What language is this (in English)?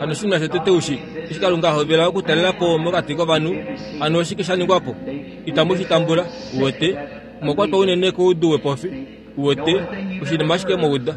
Kuanyama